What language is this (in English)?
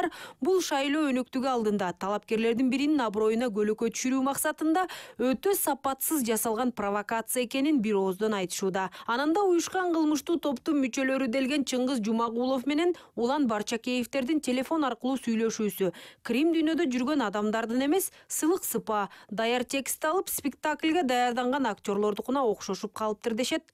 Kyrgyz